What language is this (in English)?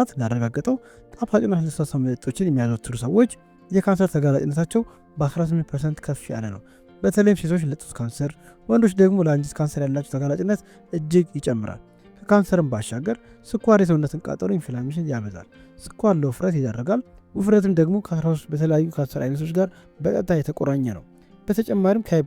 Amharic